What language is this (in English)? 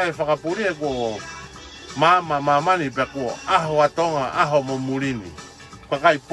Tongan